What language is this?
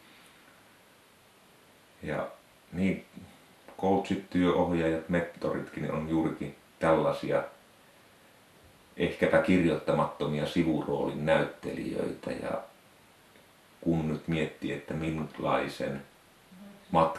Finnish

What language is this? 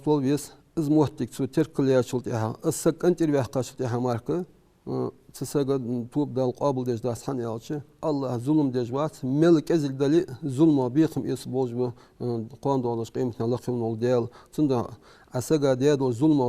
Ingush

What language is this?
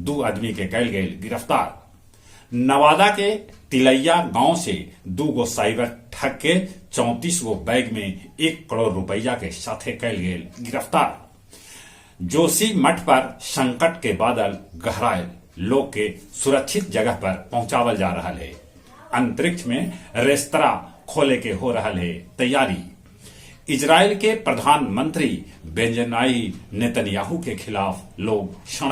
Magahi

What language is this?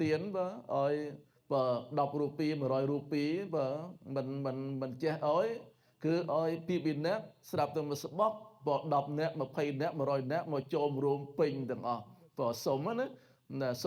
Khmer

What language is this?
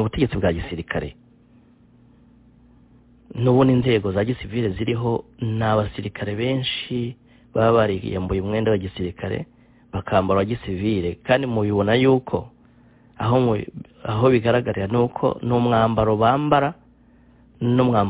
Kinyarwanda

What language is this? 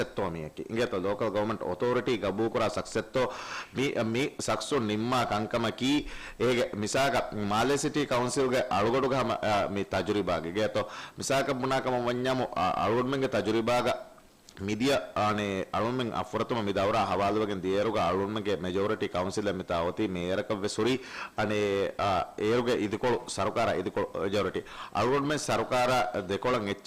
Divehi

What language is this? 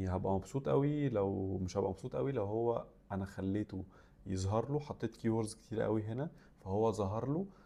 Egyptian Arabic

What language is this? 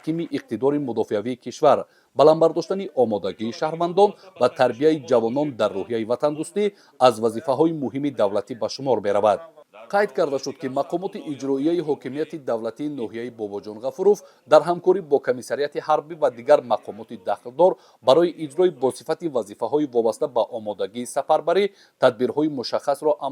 Tajik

